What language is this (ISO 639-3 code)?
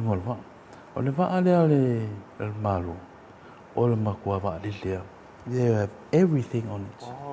smo